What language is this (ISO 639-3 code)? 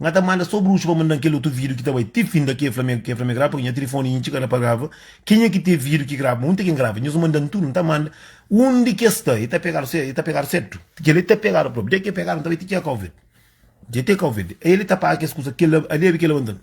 kea